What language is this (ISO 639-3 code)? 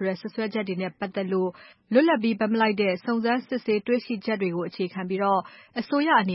mya